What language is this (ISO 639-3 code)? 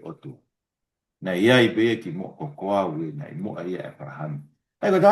ton